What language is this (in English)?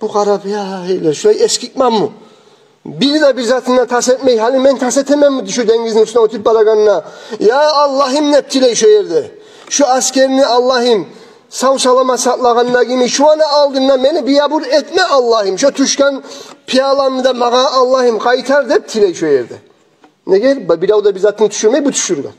Kumyk